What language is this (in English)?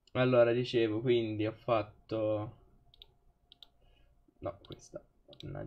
Italian